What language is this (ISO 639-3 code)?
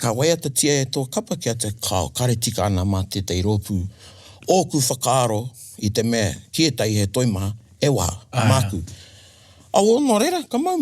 mri